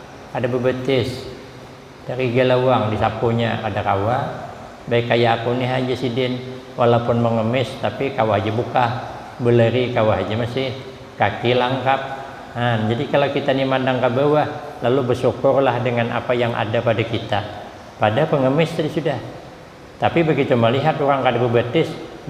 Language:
Banjar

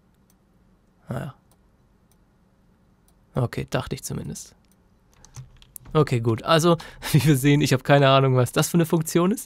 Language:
German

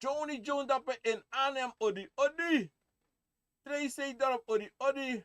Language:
Sranan Tongo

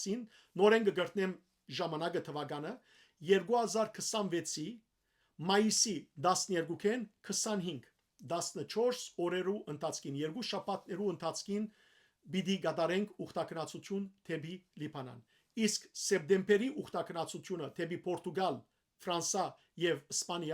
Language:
Western Armenian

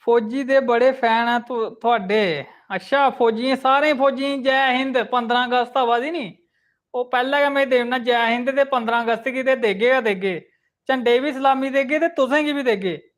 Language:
Dogri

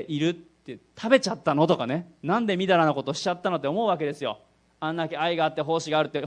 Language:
Japanese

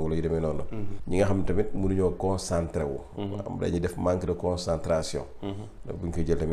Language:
Wolof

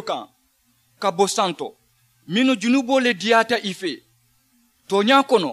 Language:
Mandingo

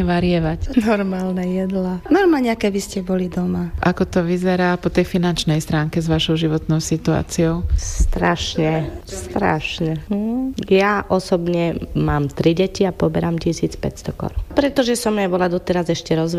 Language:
Slovak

